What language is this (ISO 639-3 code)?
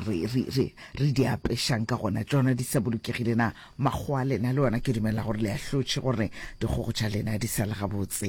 nso